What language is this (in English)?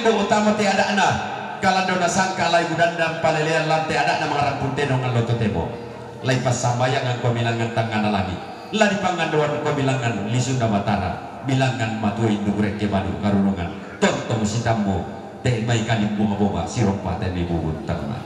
Toraja-Sa'dan